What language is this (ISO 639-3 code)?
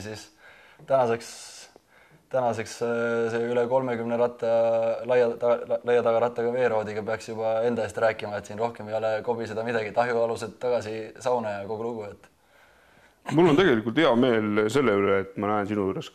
est